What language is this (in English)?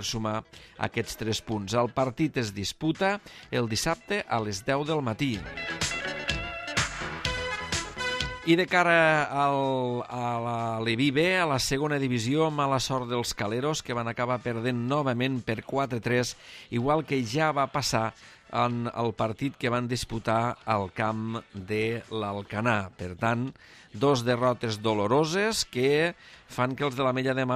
Catalan